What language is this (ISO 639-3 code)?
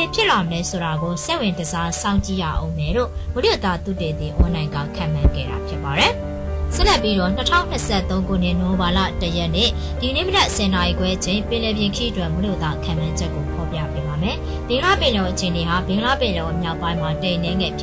mya